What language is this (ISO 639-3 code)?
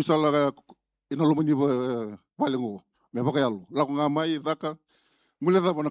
fij